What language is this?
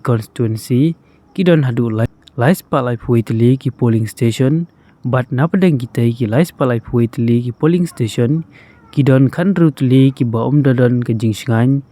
Khasi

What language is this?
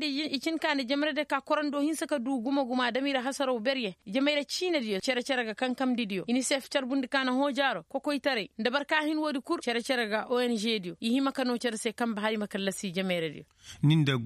Koyraboro Senni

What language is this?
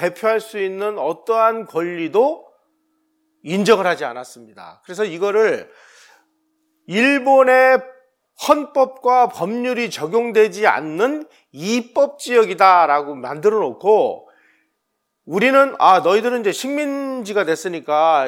Korean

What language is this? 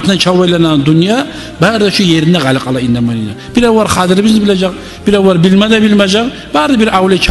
Kumyk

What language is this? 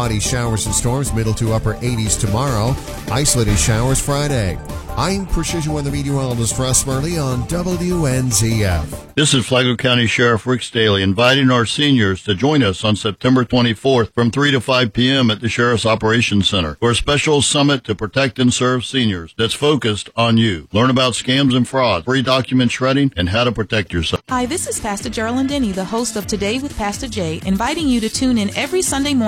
English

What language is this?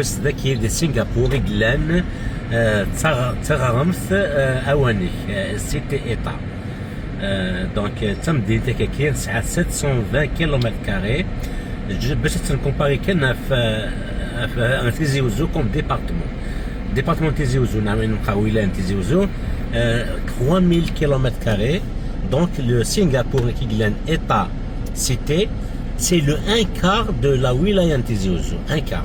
Kabyle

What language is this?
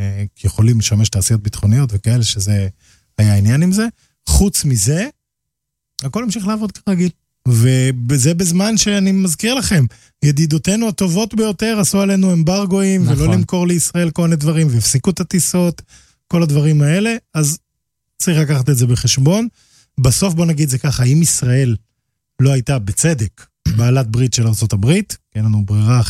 Hebrew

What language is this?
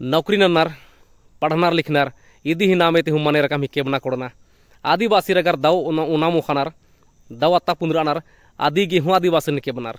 Kurukh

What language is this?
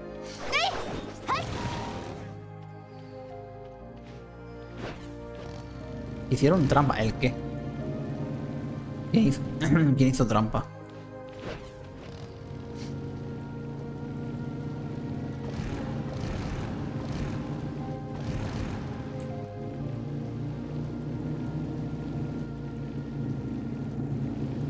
Spanish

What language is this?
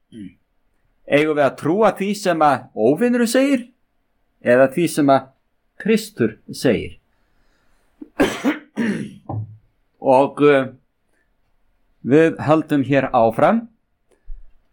Icelandic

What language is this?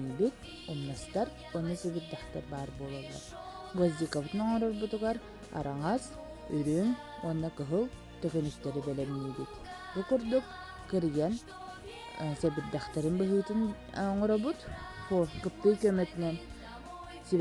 Yakut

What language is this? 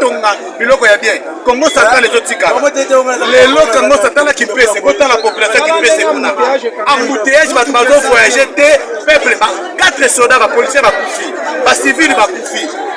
Lingala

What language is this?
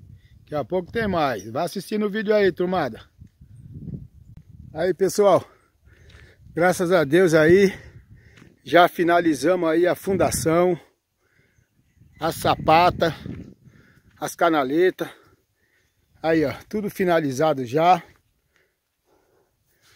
Portuguese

